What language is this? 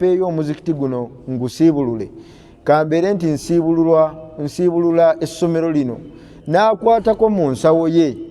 Ganda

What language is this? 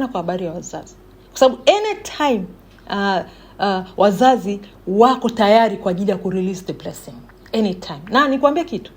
Swahili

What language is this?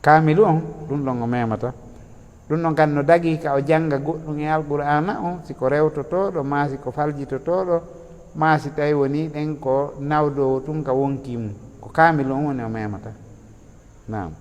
Fula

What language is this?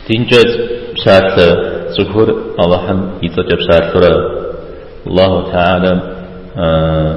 Kabardian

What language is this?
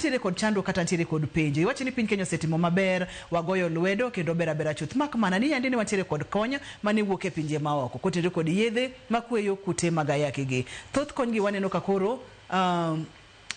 Luo (Kenya and Tanzania)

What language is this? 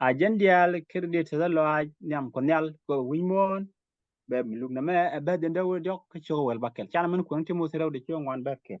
Nuer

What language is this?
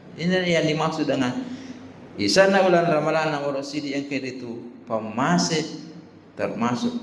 Buginese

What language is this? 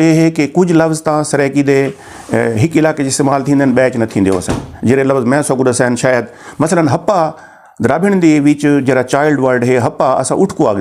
Saraiki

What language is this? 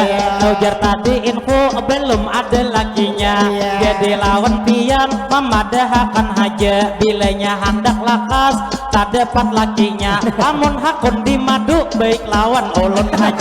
Banjar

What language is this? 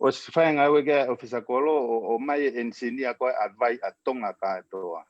Tongan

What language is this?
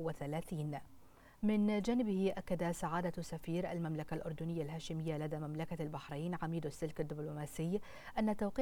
Arabic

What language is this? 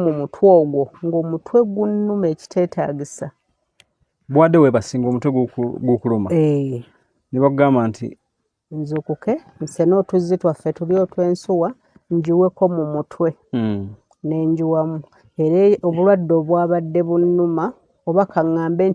Ganda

